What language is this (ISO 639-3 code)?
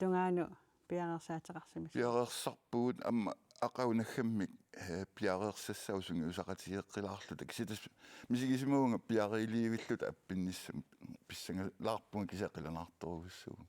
kal